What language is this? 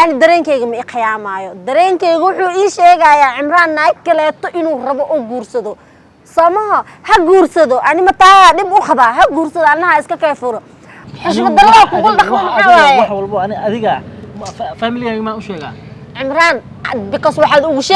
Somali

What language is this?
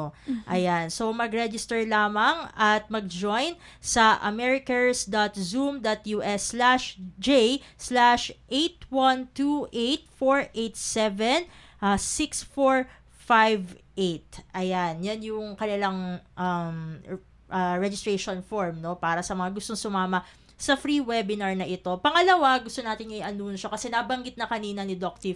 Filipino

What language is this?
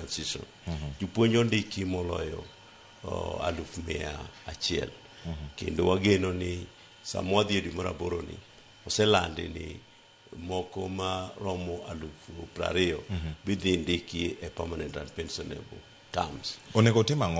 Luo (Kenya and Tanzania)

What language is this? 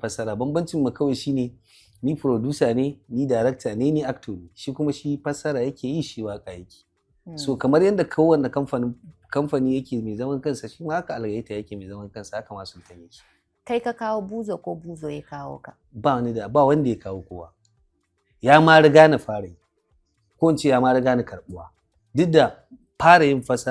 Hausa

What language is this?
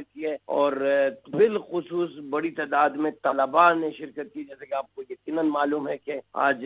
Urdu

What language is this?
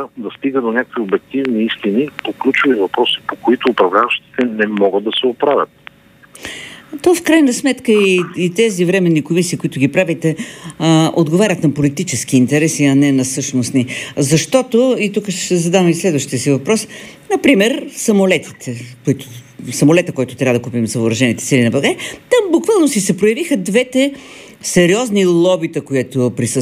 Bulgarian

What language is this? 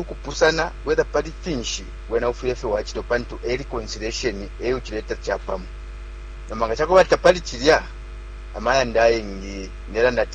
Bemba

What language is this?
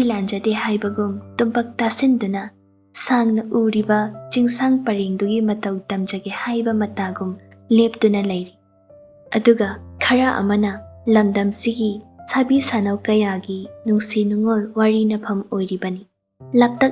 Manipuri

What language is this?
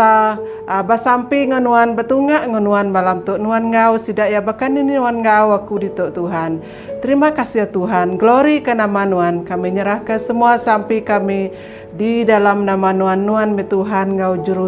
Iban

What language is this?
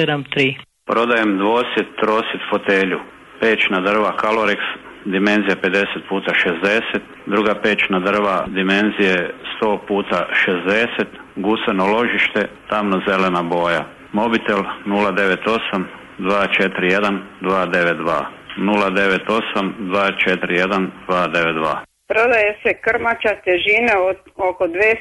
Croatian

